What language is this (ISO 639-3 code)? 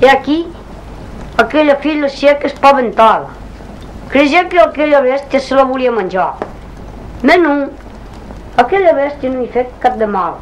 oci